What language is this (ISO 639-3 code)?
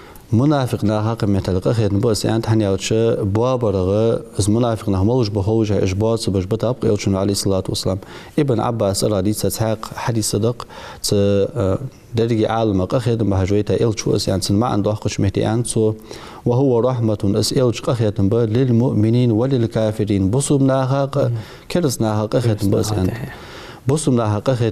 inh